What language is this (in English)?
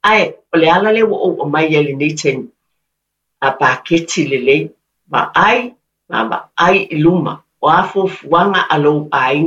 Samoan